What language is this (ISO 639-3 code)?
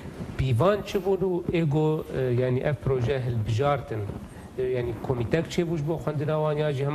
kur